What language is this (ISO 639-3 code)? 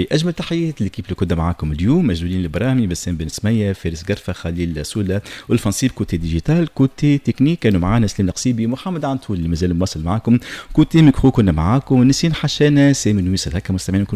aeb